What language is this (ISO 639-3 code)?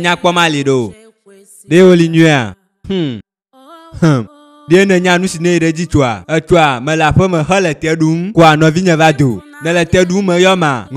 ewe